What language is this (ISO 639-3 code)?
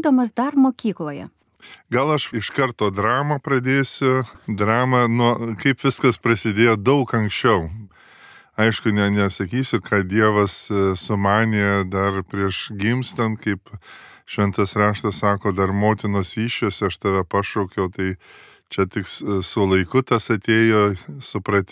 lit